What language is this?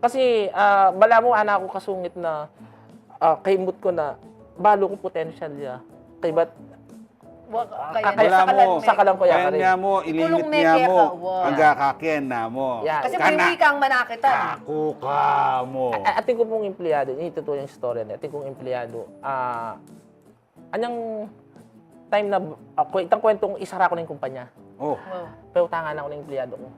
Pampanga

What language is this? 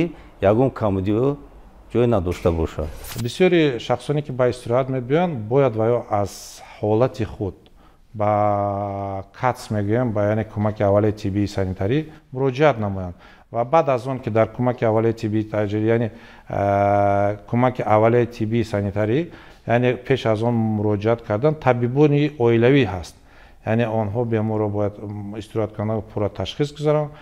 Tajik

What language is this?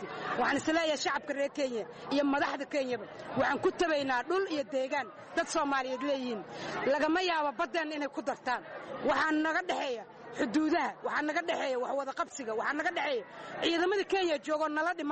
Somali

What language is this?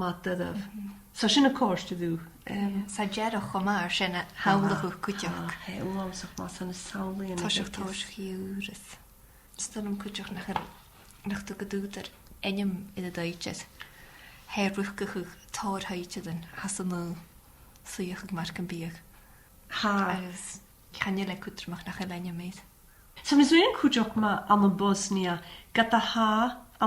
Scottish Gaelic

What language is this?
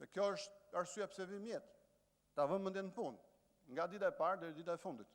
Albanian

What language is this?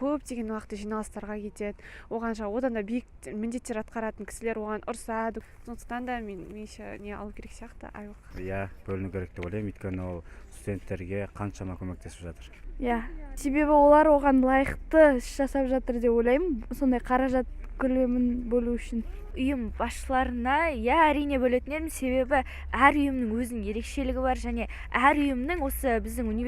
Kazakh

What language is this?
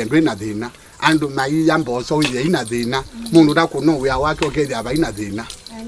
Kamba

